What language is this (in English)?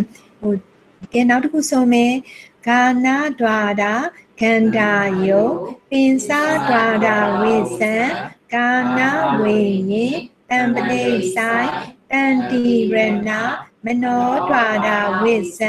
Burmese